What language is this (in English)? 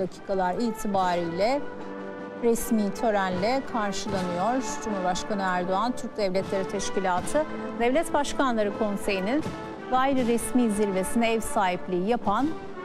Turkish